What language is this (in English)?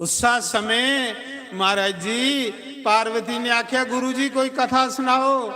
Dogri